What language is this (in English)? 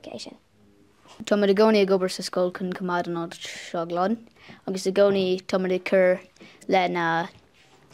Irish